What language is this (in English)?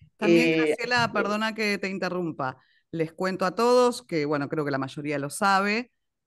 Spanish